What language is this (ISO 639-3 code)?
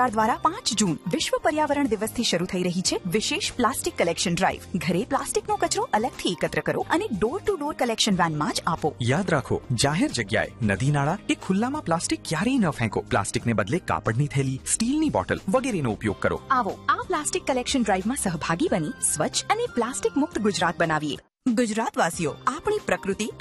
guj